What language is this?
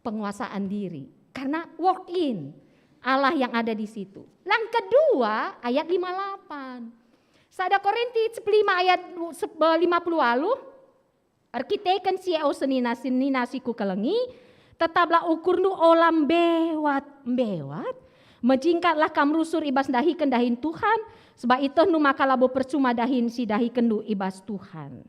Batak Karo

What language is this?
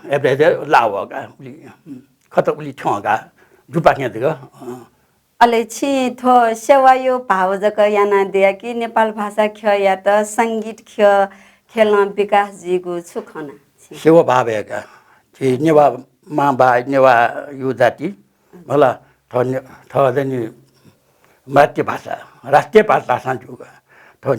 Newari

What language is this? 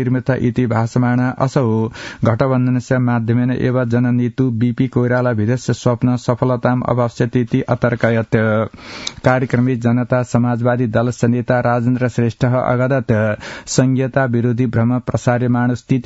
Sanskrit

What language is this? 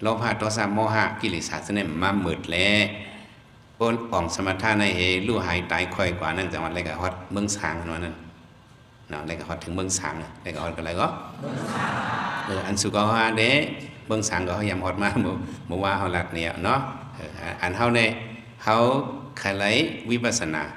Shan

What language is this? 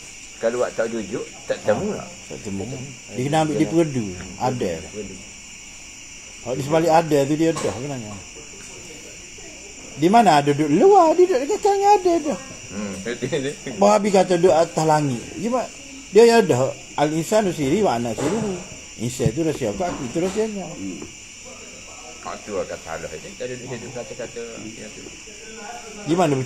Malay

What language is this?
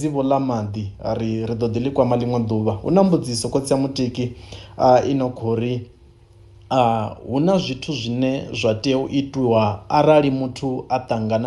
Venda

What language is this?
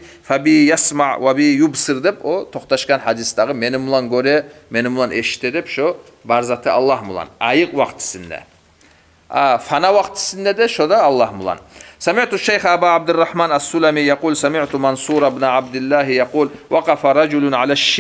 Kumyk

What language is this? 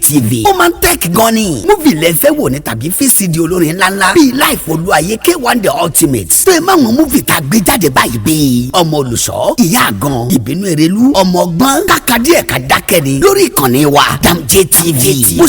Yoruba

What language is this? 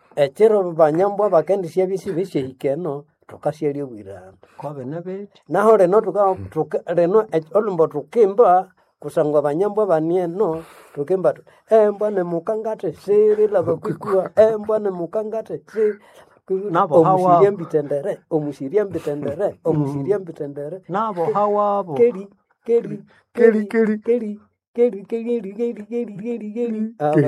Nande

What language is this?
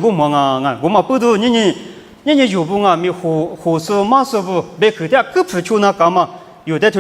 Lisu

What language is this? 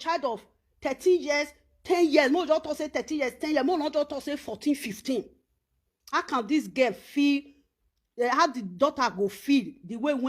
Nigerian Pidgin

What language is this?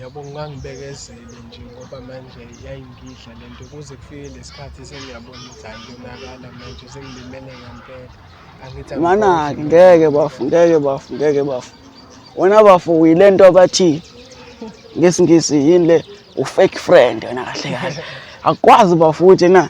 Zulu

